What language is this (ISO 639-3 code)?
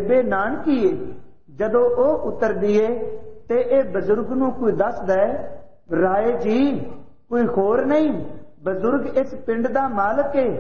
pan